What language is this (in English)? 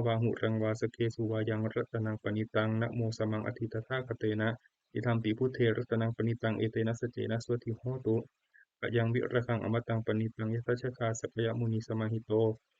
Pali